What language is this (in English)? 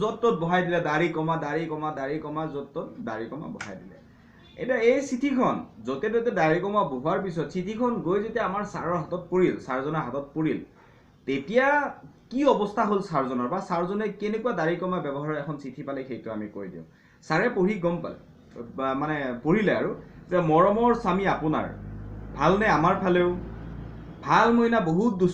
Assamese